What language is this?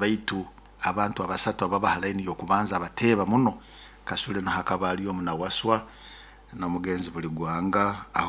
Nyoro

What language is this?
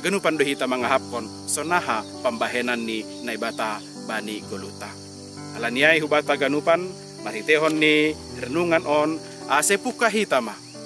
Batak Simalungun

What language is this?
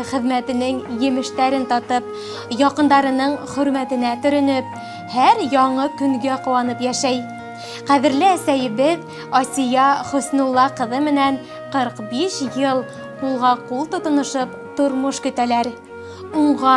Bashkir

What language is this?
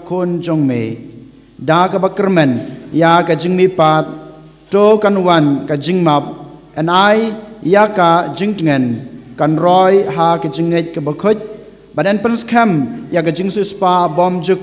Khasi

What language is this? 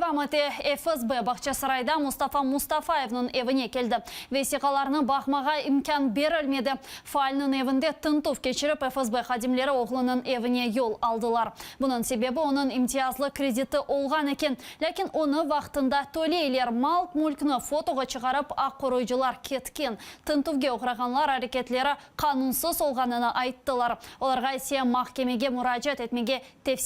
Crimean Tatar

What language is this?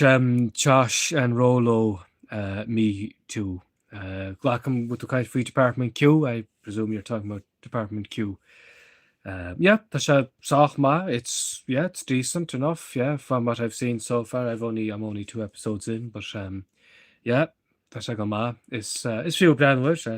Irish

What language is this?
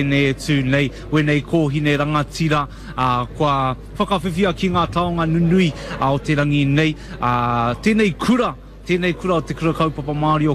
Māori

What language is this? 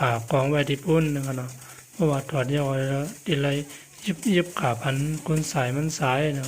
Shan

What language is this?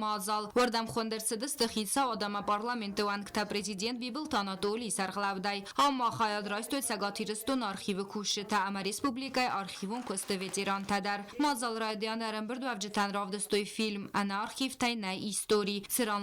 Ossetic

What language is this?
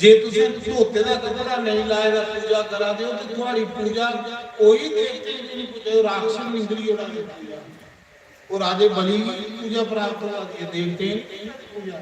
Dogri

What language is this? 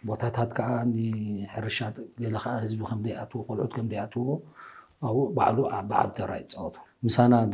Tigrinya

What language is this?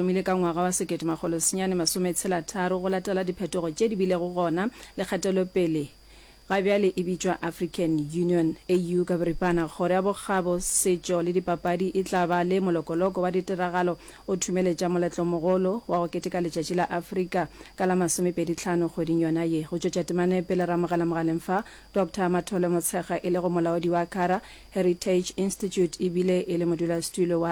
Northern Sotho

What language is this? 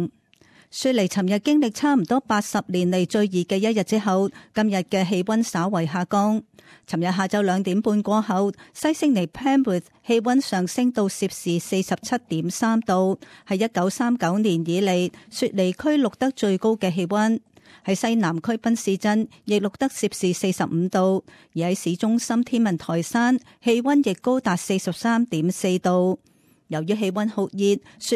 Cantonese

